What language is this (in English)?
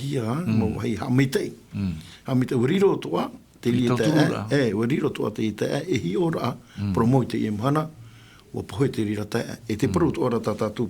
Tahitian